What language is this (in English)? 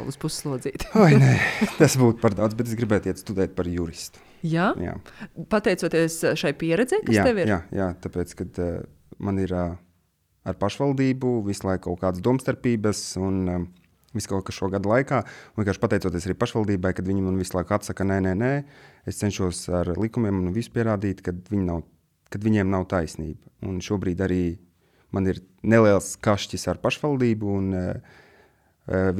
Latvian